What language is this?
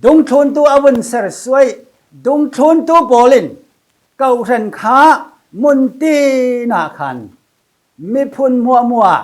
Falam Chin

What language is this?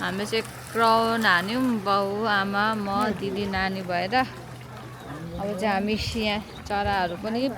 Nepali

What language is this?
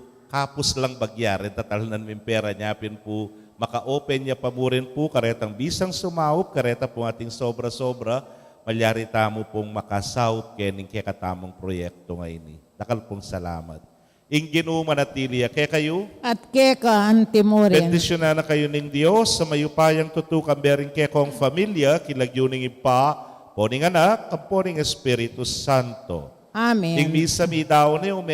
Pampanga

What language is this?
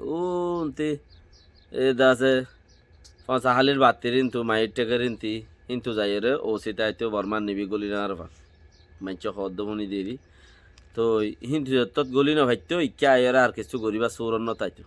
Rohingya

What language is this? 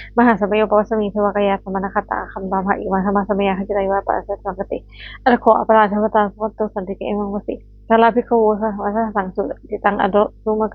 Pali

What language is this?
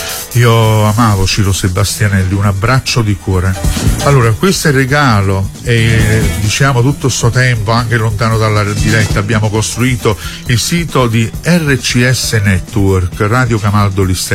Italian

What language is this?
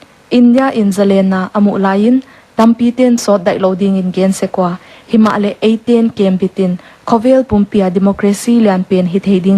Paite Chin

